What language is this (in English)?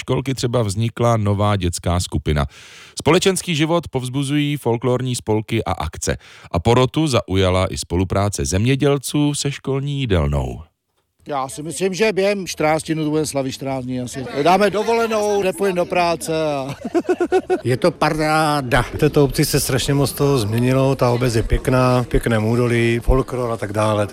Czech